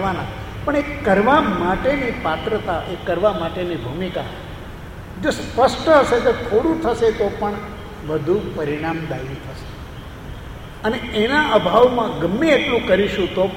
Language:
Gujarati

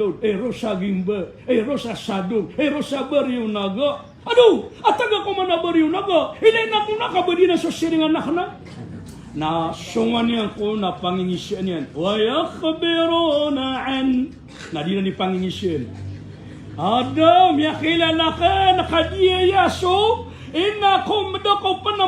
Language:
Maranao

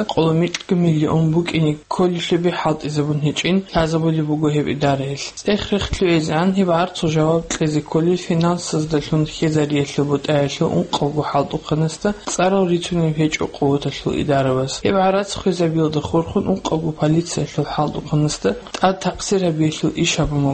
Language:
Avaric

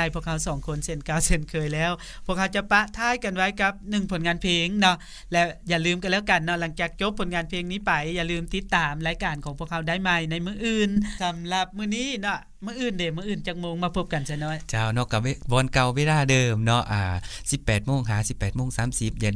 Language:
Lao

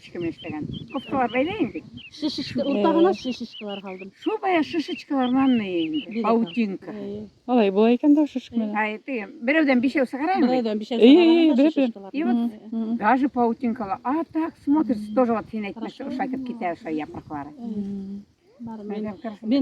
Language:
Bashkir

